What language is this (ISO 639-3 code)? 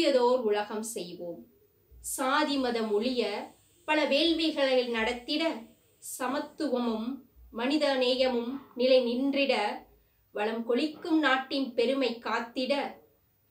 tam